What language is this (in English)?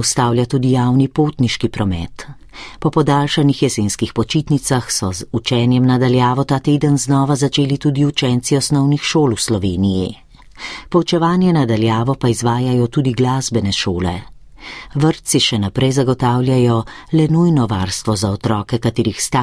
Slovenian